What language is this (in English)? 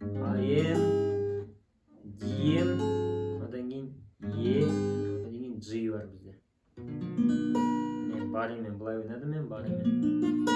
Kazakh